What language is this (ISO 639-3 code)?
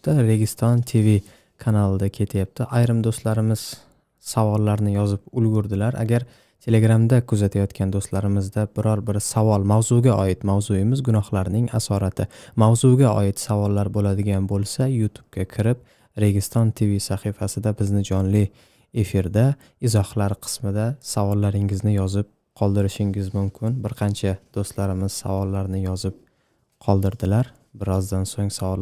uzb